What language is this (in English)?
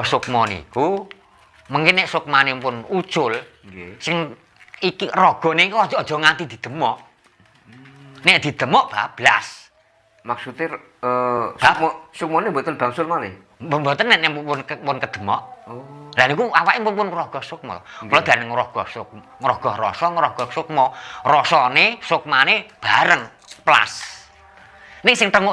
Javanese